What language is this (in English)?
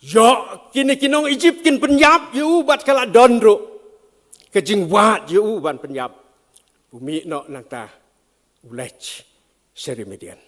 Khasi